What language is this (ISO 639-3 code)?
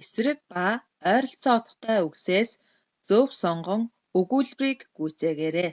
mon